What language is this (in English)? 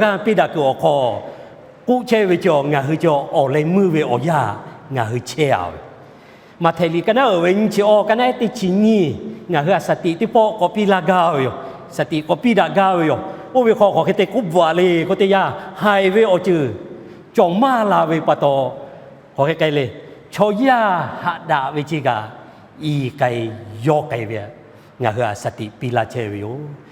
Lahu